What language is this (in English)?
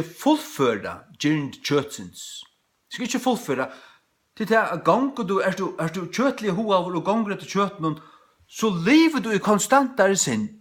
Faroese